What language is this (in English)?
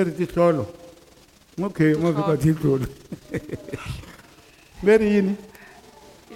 Tsonga